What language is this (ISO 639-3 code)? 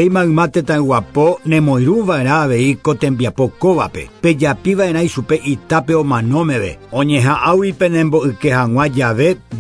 grn